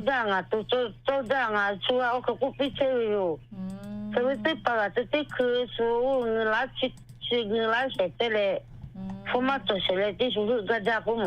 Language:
Lahu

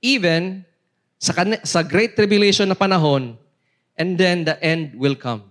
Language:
Cebuano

